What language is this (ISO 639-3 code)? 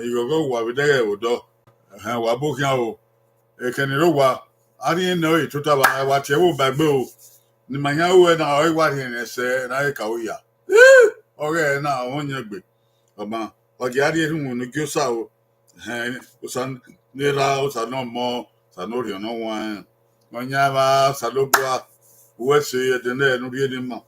bin